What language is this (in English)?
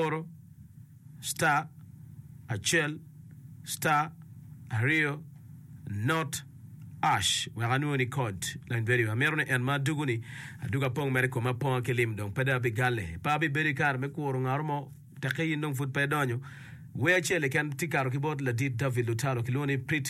Acoli